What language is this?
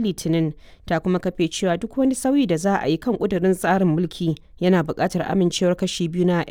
Hausa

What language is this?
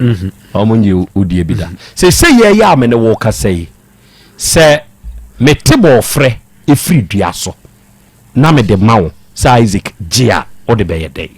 Akan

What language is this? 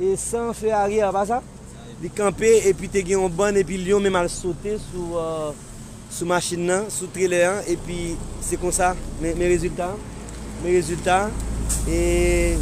Haitian Creole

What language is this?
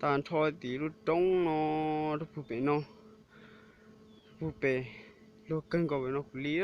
Hmong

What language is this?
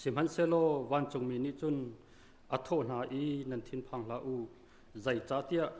Hakha Chin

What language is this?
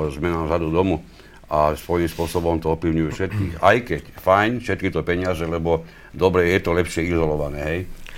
Slovak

